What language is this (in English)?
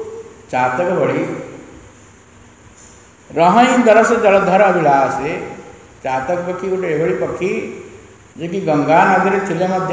Odia